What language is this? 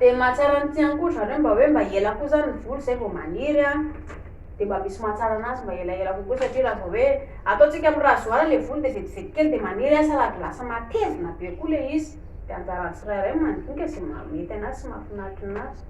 Malagasy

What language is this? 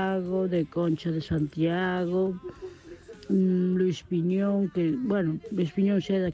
Galician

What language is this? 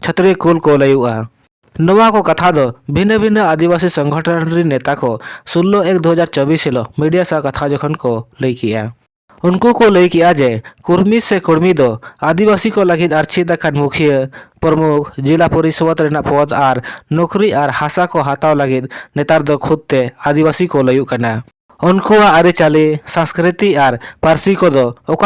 Santali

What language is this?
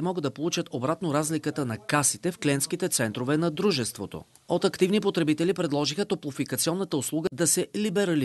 Bulgarian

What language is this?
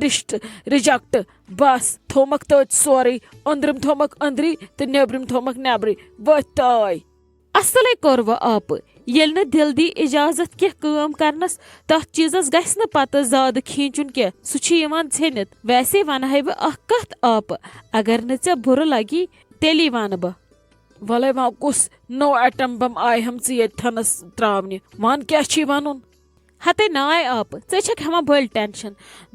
Kashmiri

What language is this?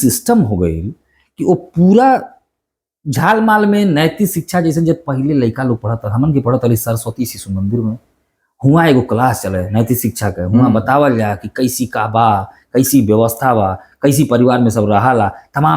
Bhojpuri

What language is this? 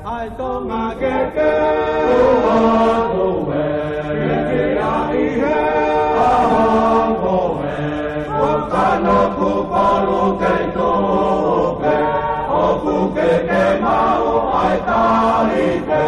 Tongan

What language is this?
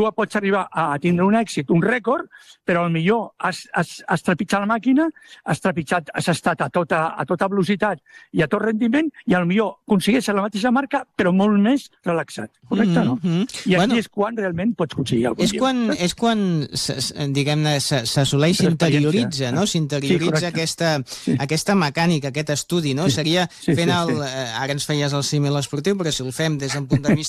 Catalan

